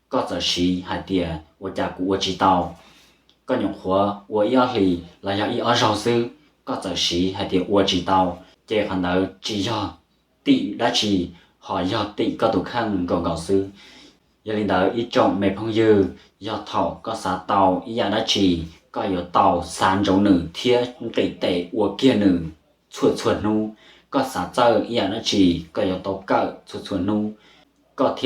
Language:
Hmong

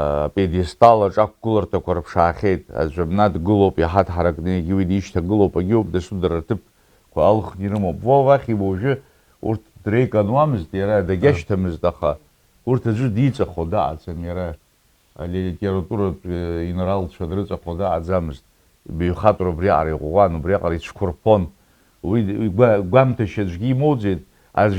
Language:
Abkhazian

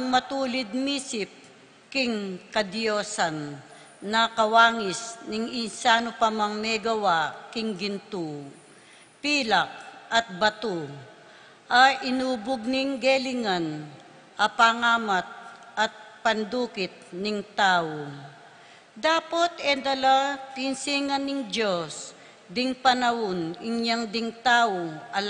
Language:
Pampanga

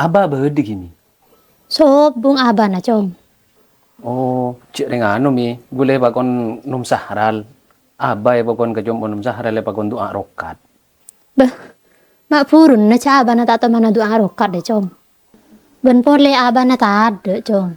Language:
Madurese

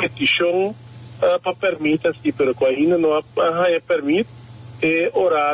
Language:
Papiamento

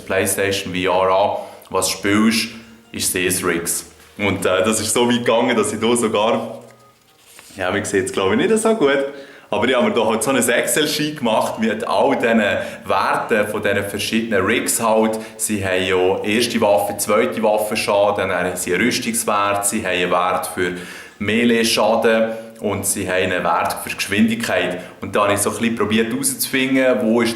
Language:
Swiss German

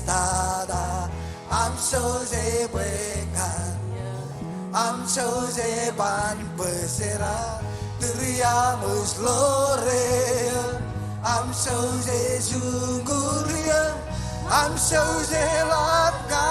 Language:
Marshallese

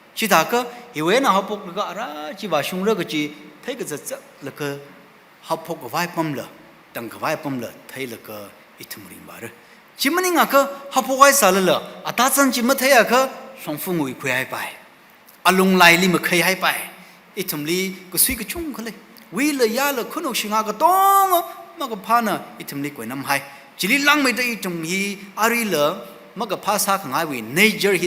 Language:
Tangkhul Naga (India)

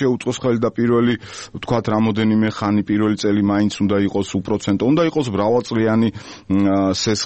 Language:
Georgian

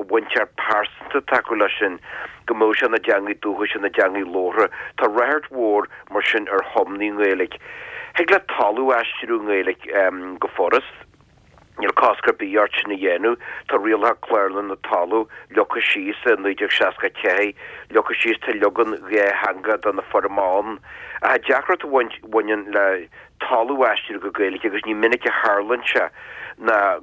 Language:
Irish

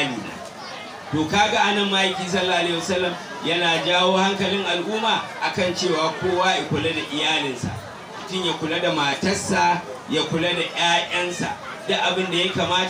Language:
Hausa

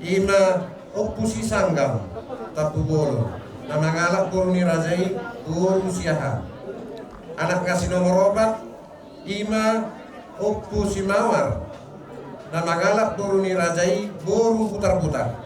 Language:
Batak Toba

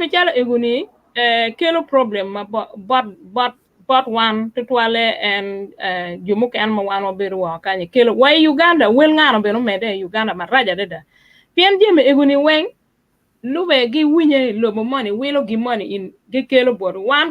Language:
Acoli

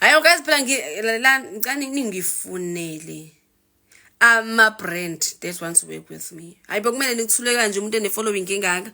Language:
Zulu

